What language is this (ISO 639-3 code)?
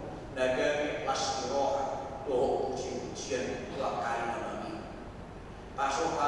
bbc